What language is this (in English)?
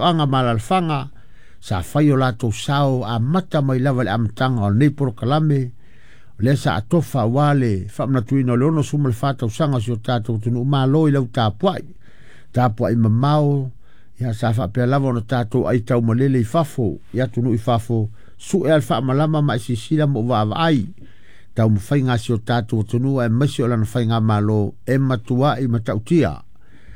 Samoan